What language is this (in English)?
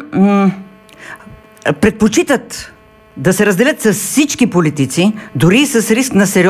Bulgarian